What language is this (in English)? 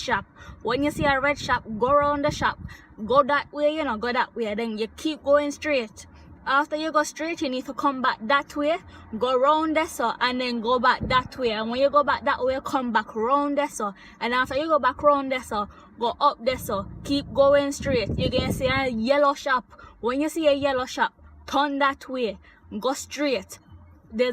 Jamaican Creole English